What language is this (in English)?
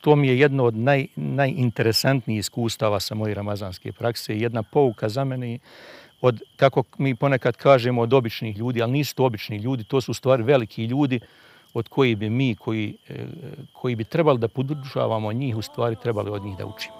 Bosnian